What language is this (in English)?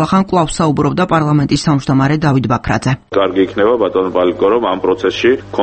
Georgian